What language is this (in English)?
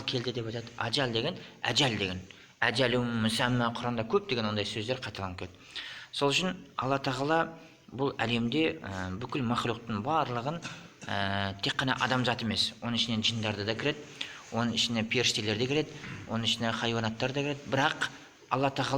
Kazakh